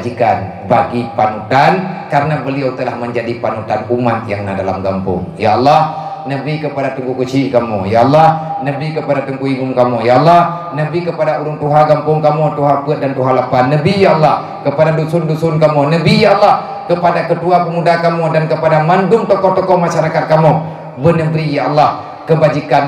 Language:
Achinese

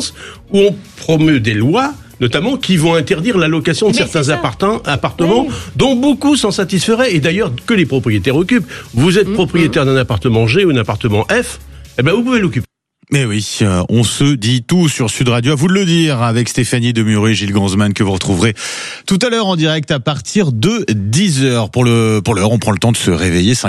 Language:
French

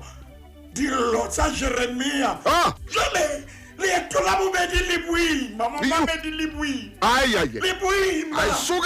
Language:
Southern Sotho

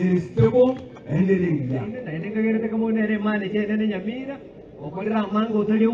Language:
Gusii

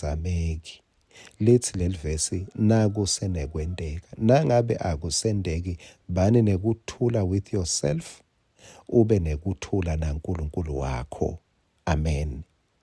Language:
Swati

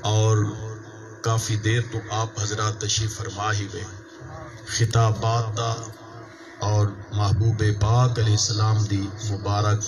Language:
Saraiki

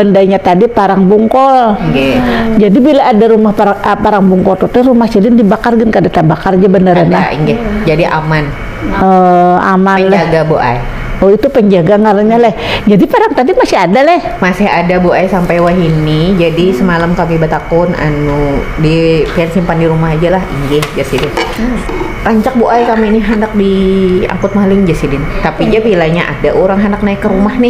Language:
Banjar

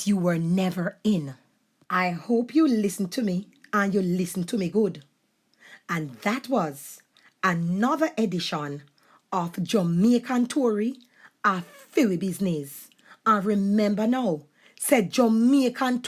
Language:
Jamaican Creole English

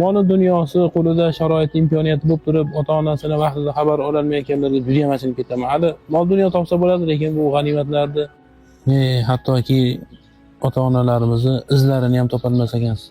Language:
Uzbek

